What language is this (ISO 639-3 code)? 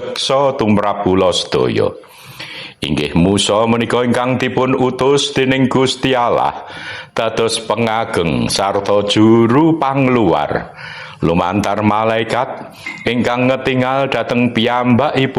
jav